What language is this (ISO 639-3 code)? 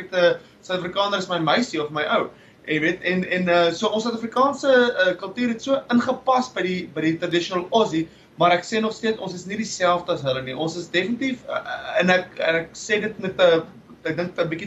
afr